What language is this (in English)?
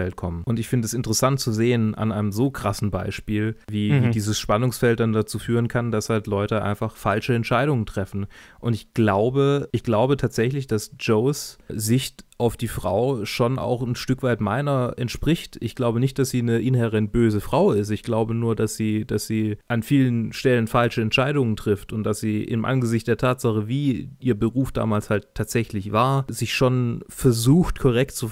German